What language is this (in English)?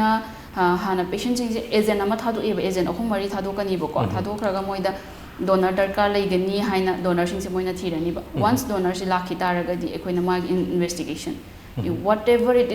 Manipuri